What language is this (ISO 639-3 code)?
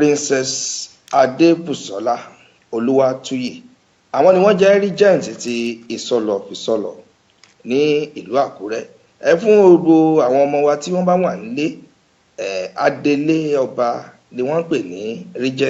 yor